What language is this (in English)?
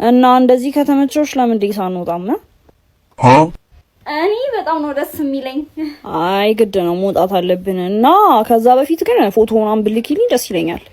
Amharic